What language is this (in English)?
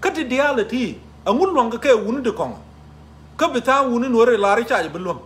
Nuer